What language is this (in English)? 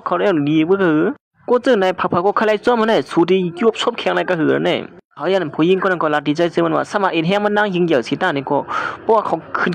Shan